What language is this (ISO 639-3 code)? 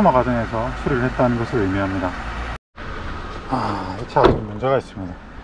kor